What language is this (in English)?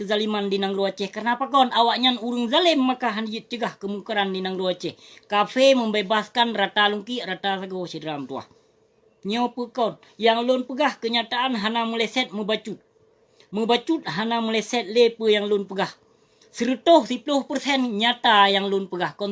Achinese